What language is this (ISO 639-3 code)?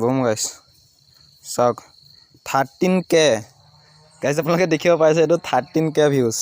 asm